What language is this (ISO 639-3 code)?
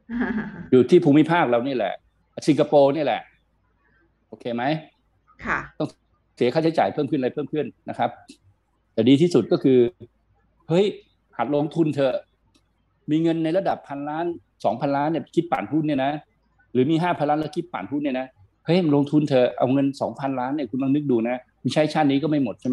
tha